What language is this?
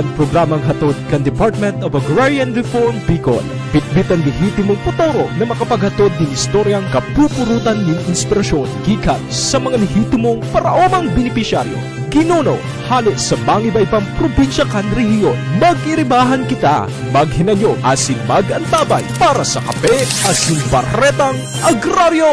Bikol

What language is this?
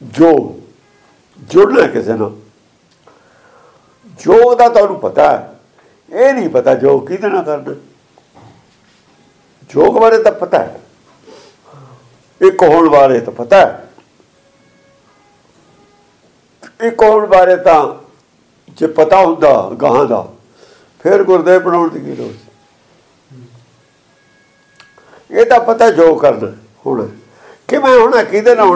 Punjabi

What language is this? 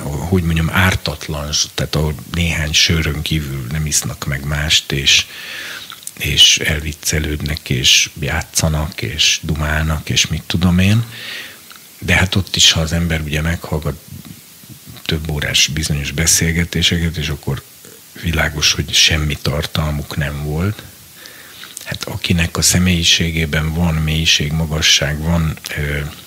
Hungarian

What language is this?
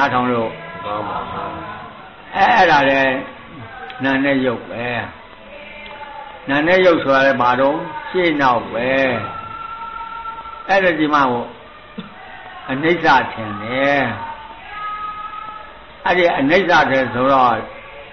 Burmese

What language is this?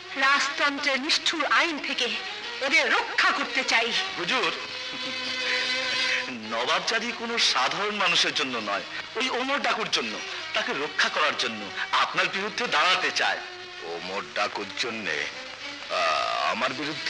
Bangla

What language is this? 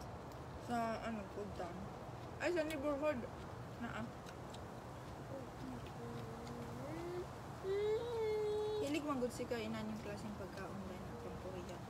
Filipino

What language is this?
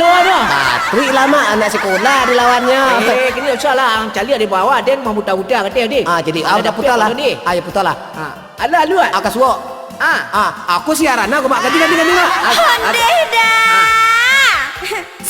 Minangkabau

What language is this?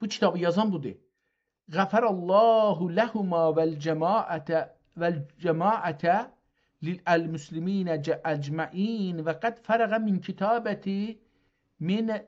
South Azerbaijani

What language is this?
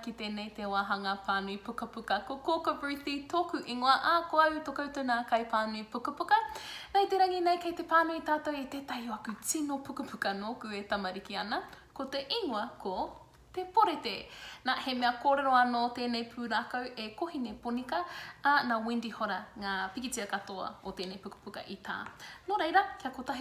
Māori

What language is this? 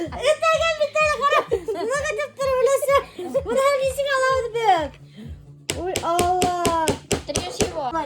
Bashkir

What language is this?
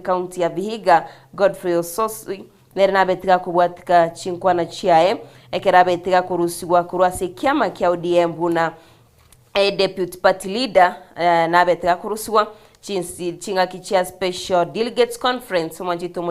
Gusii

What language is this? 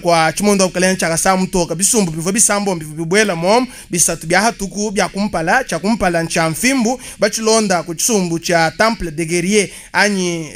Luba-Lulua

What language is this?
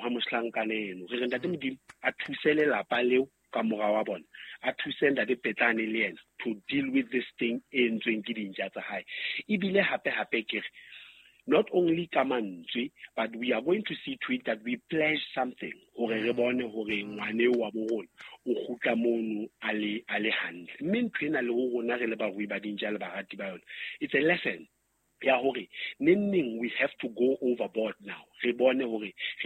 Southern Sotho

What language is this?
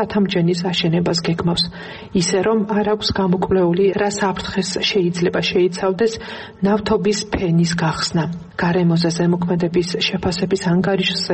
Georgian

